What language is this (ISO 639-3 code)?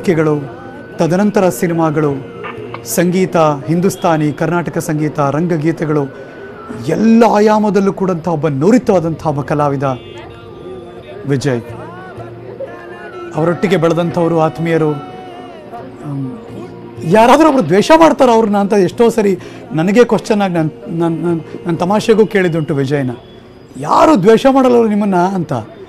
kan